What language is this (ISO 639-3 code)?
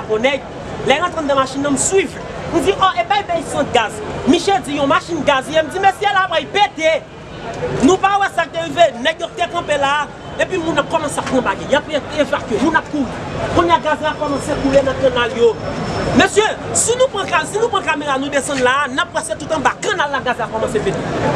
hat